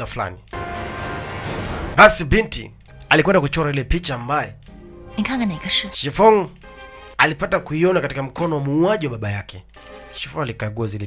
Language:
Swahili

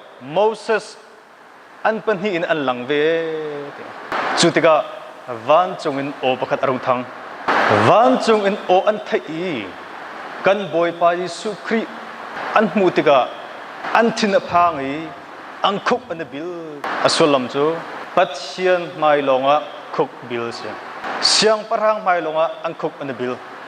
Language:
Hakha Chin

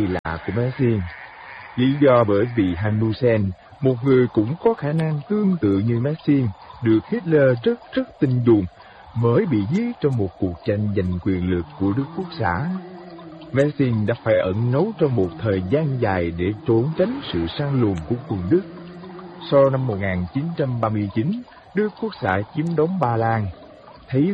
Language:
Vietnamese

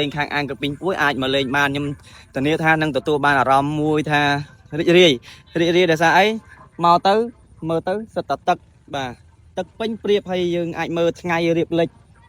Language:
Khmer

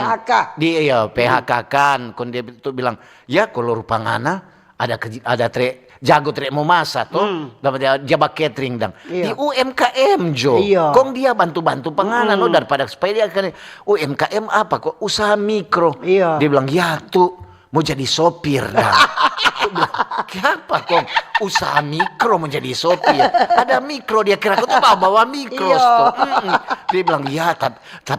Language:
Manado Malay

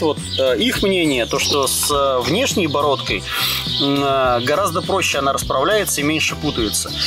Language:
Russian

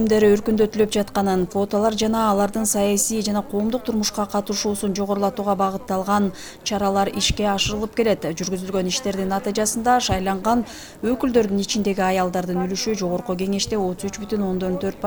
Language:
Kyrgyz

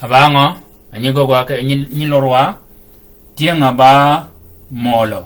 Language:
Shilluk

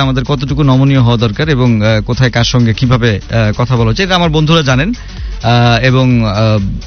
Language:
Bangla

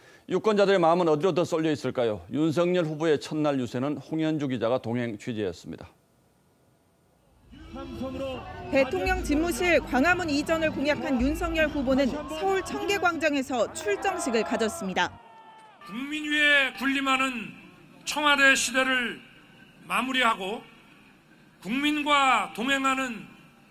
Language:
Korean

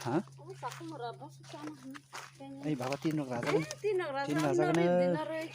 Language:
Kok Borok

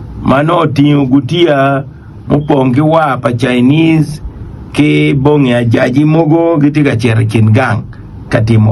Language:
Acoli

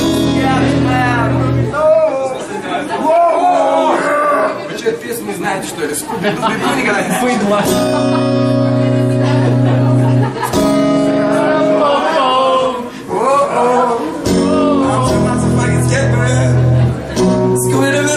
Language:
Russian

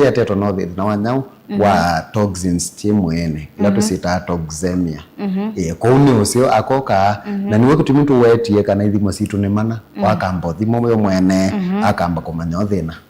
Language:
Kamba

